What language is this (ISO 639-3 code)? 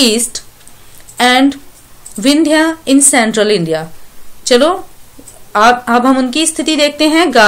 hin